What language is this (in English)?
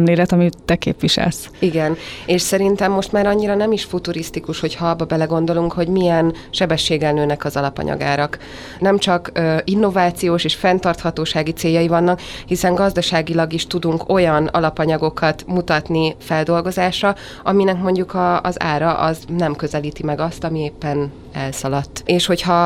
Hungarian